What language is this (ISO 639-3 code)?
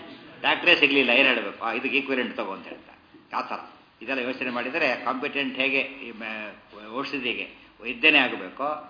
kan